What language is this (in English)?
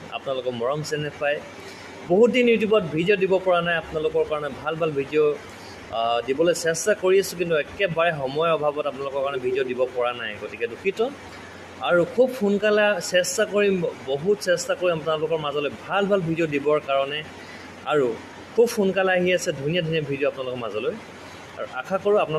Assamese